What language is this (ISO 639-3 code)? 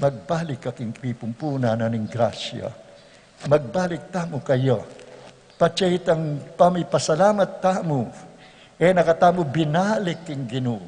pam